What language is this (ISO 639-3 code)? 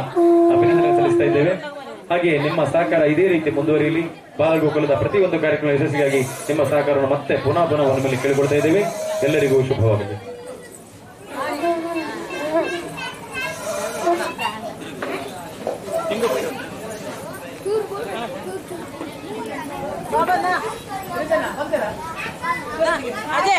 kan